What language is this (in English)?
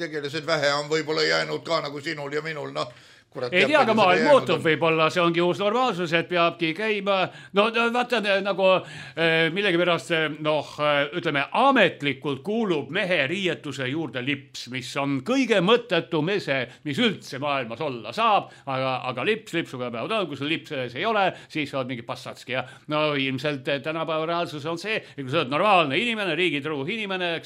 Estonian